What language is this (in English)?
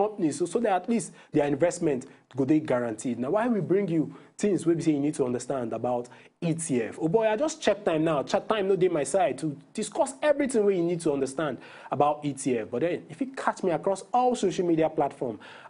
Nigerian Pidgin